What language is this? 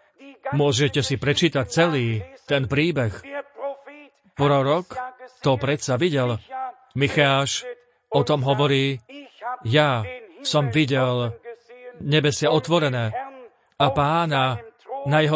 Slovak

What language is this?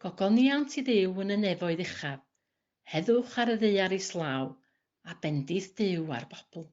Welsh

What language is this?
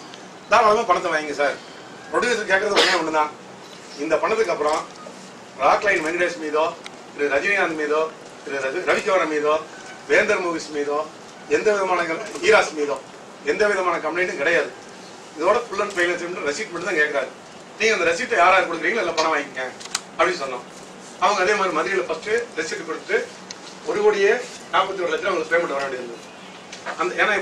Tamil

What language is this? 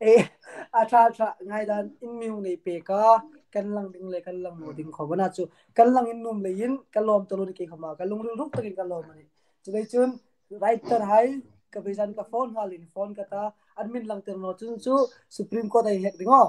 Hmar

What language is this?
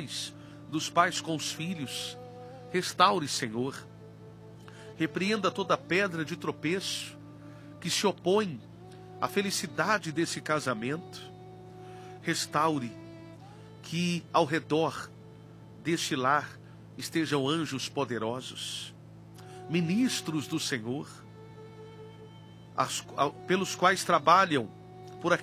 Portuguese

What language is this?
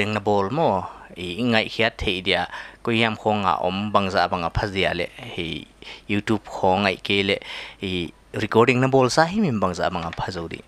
Paite Chin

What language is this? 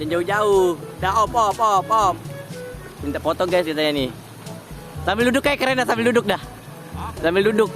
Betawi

